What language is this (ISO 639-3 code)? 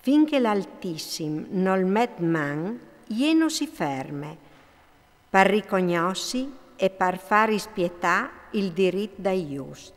fur